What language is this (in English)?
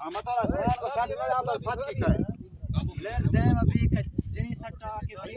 Saraiki